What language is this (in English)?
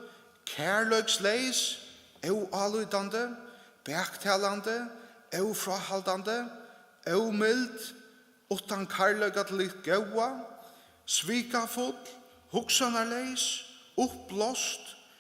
Faroese